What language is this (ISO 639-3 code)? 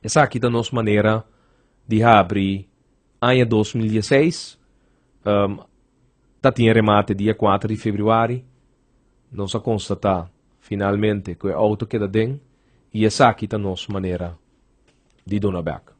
pap